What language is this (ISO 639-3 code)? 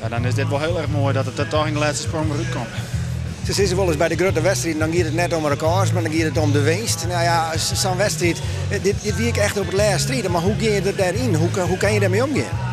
fry